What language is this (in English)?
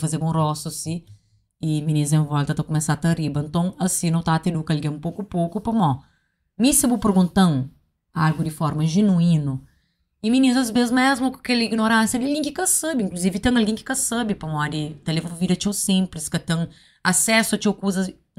Kabuverdianu